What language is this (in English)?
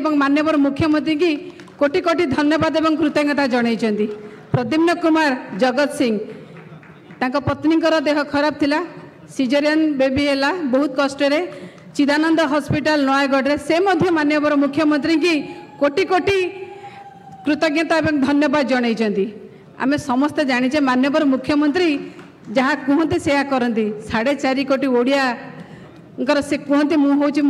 Odia